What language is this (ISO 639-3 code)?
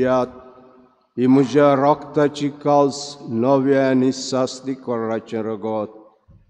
kok